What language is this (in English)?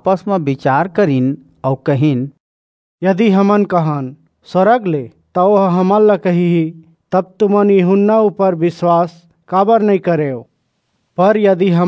Chhattisgarhi